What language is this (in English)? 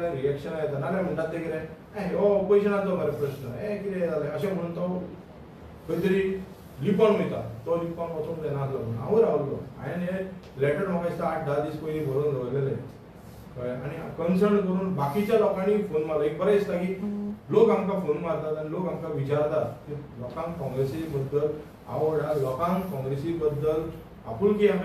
Konkani